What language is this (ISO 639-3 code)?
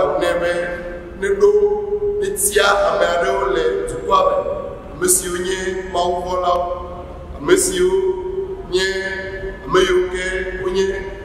ewe